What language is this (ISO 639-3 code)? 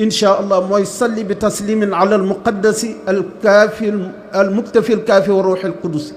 wol